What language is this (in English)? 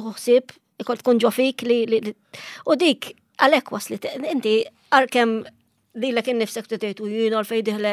Maltese